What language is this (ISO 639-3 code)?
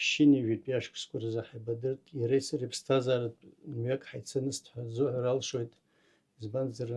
abk